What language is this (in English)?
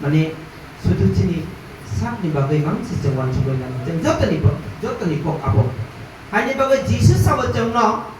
Kok Borok